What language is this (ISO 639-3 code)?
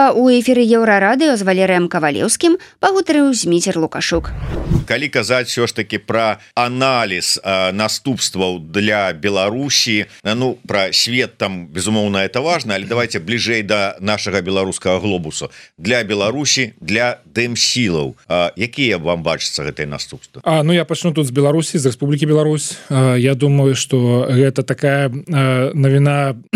bel